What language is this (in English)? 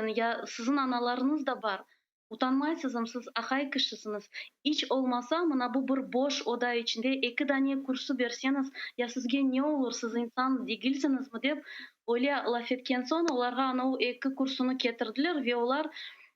Crimean Tatar